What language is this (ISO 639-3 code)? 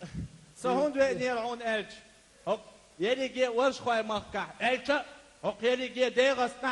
che